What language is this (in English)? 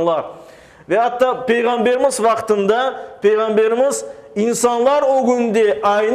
Crimean Tatar